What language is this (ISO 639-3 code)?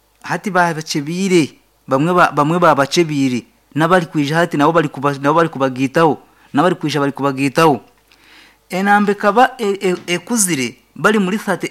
nyn